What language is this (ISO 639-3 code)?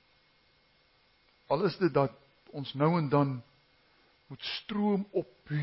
afr